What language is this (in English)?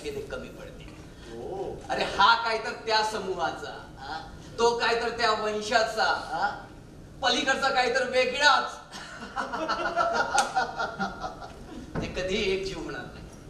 Marathi